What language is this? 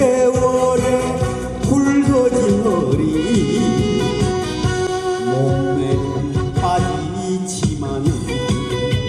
Korean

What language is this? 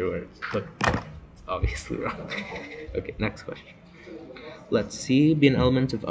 English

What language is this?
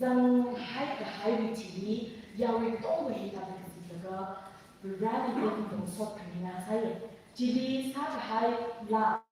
Tangkhul Naga (India)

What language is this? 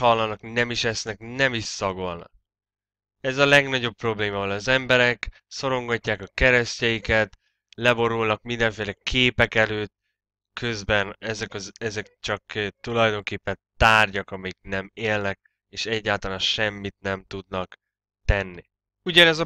Hungarian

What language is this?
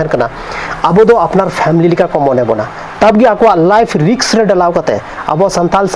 Santali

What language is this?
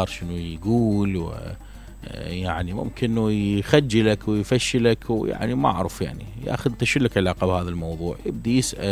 Mesopotamian Arabic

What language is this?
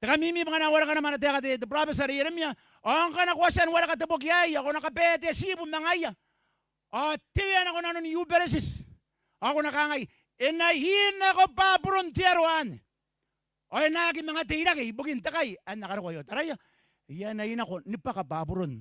Gilbertese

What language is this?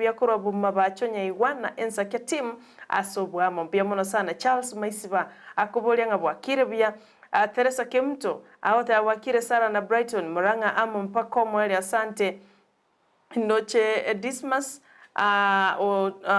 Gusii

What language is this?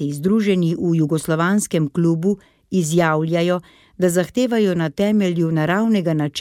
Slovenian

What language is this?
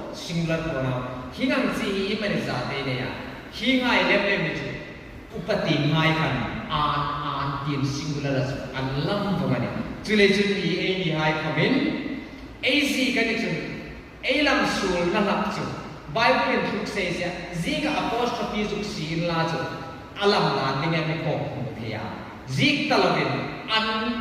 Hmar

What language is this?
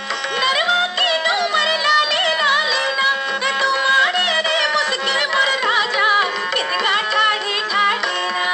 Chhattisgarhi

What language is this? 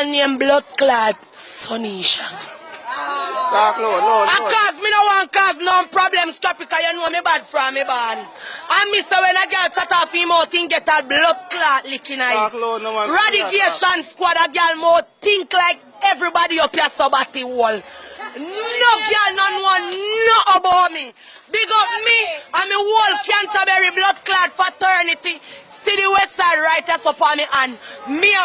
Jamaican Creole English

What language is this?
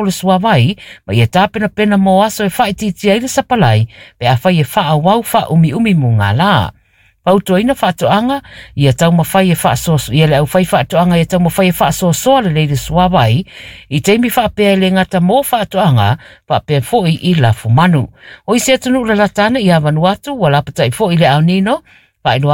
Samoan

